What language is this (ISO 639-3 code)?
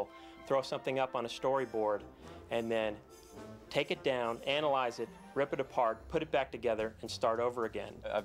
eng